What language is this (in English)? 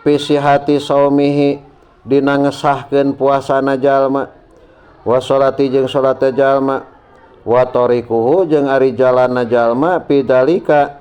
Sundanese